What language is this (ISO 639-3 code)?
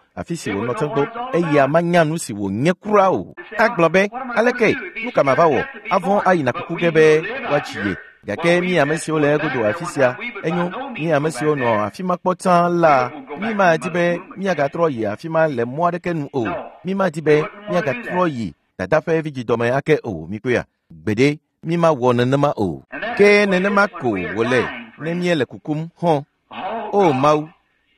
ewe